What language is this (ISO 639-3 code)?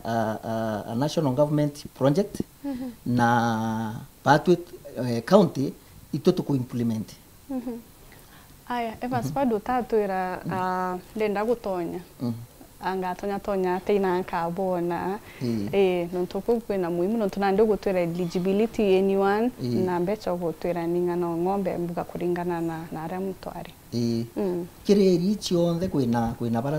mer